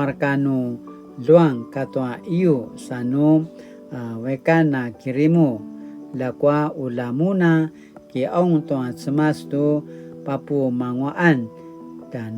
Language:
Paiwan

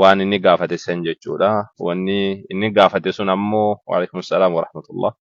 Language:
Oromo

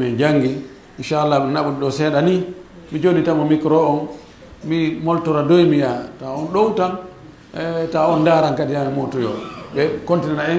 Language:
Fula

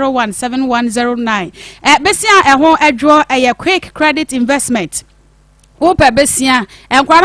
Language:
Akan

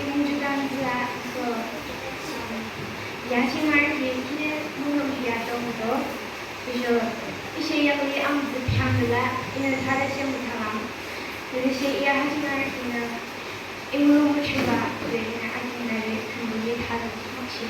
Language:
Yimchungru Naga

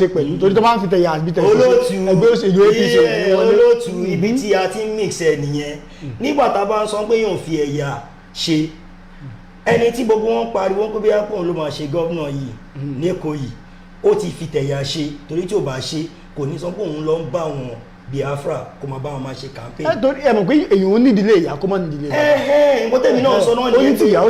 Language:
Yoruba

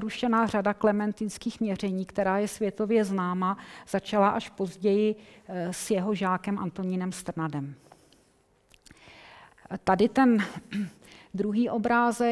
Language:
Czech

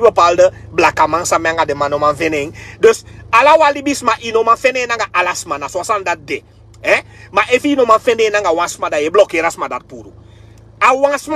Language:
Sranan Tongo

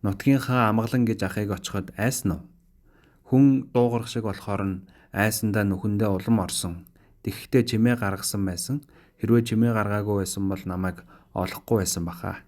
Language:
Mongolian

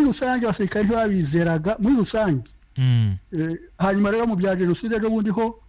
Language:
Kinyarwanda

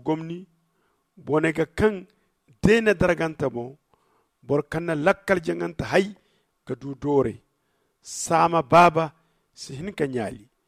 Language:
Zarma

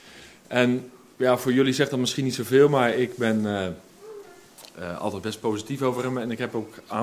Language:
Dutch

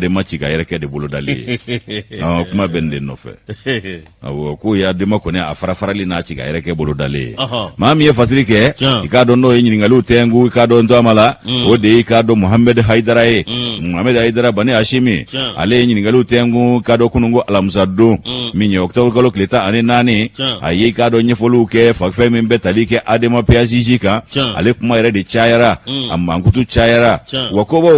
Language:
Bambara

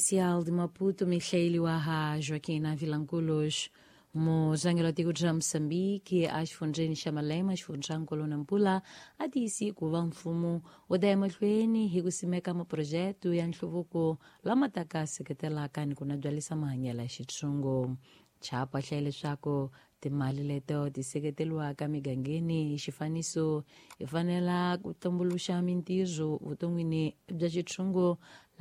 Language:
Tsonga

